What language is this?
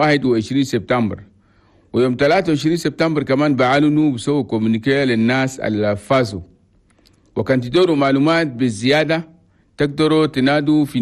Chadian Arabic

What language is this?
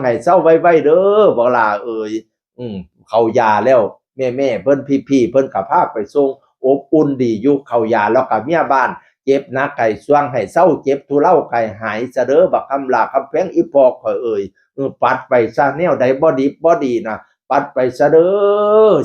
Northeastern Thai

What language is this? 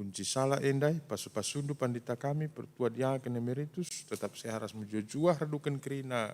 Batak Karo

